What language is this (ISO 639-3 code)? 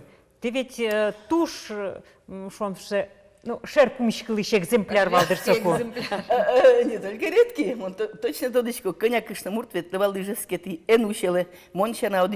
udm